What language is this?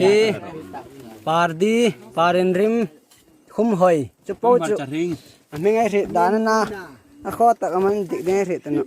Hmar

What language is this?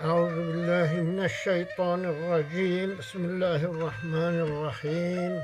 Kurdish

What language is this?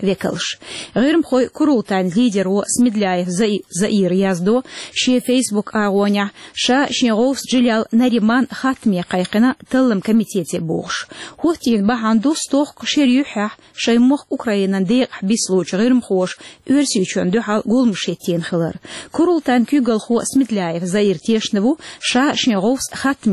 Chechen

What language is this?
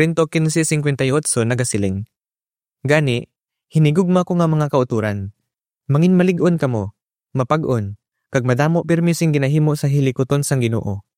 Hiligaynon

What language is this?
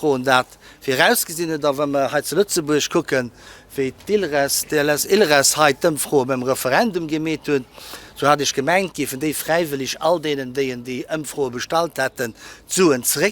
Luxembourgish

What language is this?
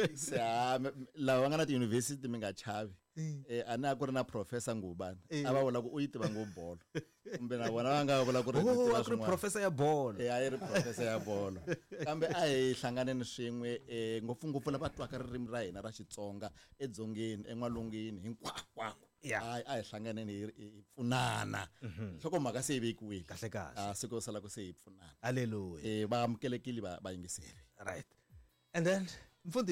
Tsonga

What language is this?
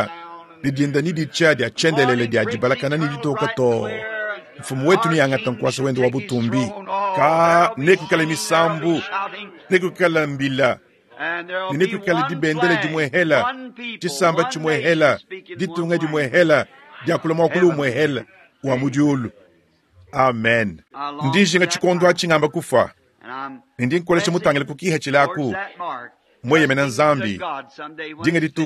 Luba-Lulua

